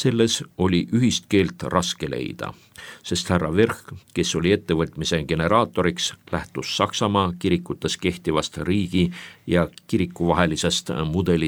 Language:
Estonian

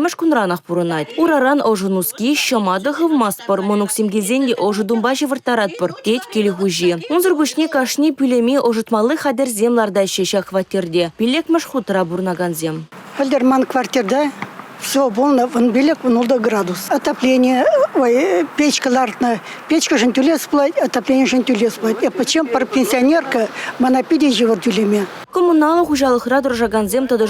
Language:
Chuvash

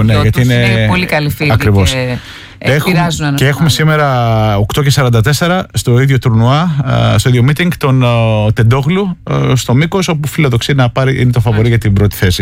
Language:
Greek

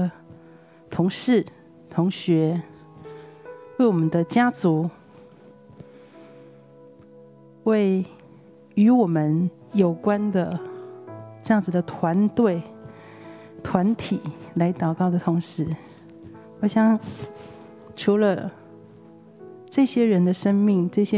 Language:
Chinese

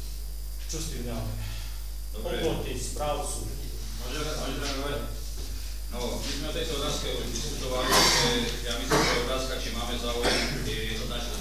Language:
Slovak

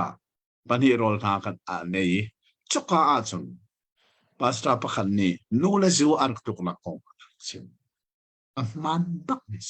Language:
Hakha Chin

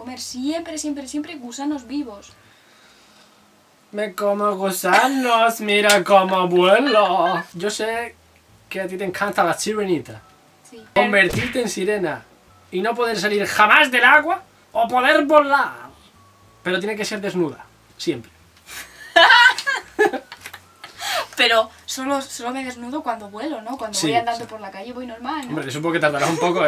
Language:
Spanish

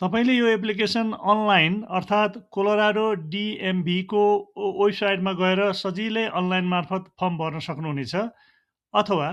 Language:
Nepali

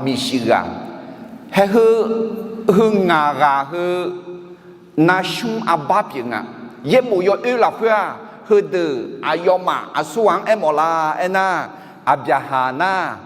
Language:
Akha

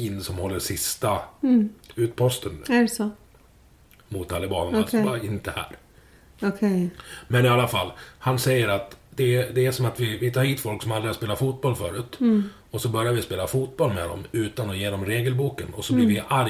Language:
Swedish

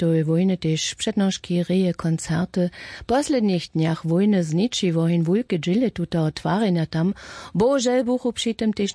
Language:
Upper Sorbian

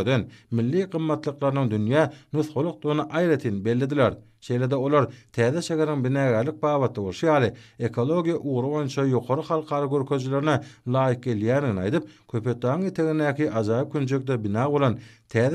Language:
Turkmen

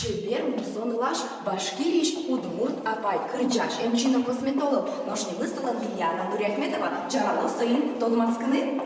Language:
Udmurt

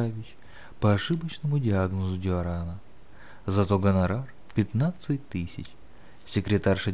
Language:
Russian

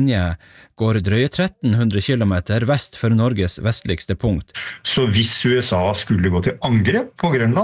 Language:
Norwegian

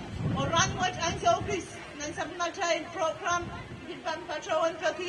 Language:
Pohnpeian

